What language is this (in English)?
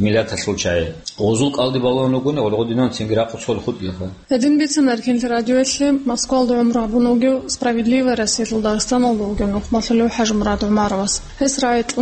Avaric